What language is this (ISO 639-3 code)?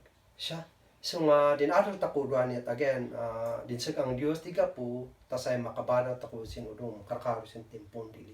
kne